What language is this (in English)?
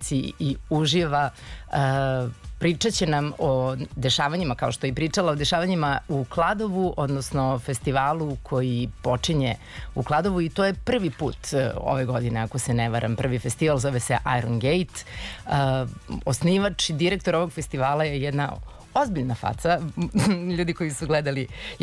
Serbian